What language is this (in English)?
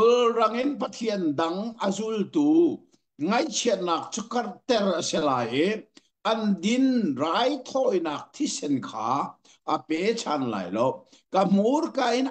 Hakha Chin